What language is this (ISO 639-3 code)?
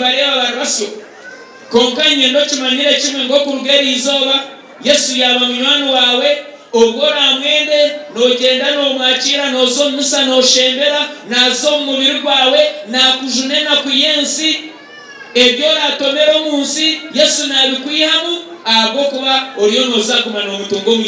nyn